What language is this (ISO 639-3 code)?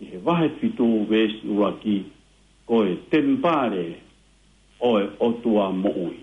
ton